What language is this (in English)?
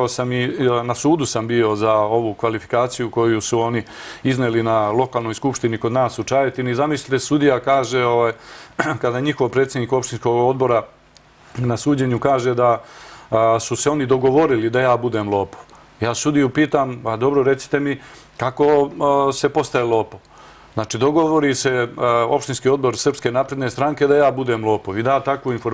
Serbian